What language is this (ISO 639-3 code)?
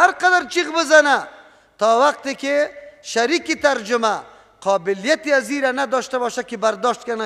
fas